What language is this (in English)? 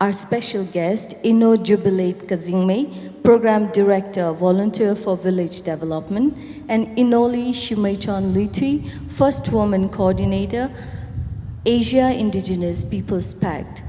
Tangkhul Naga (India)